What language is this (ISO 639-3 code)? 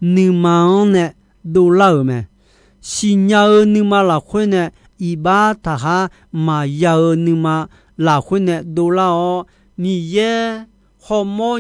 ahk